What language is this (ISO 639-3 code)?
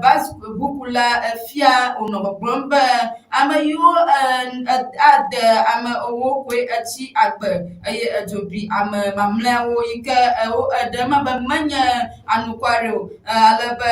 ewe